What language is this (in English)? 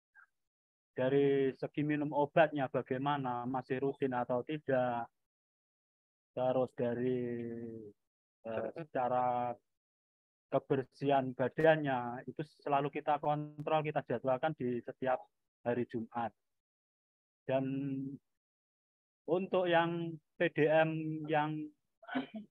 Indonesian